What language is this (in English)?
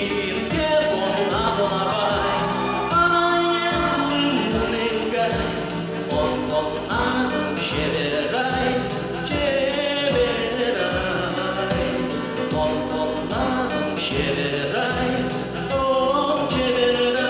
Udmurt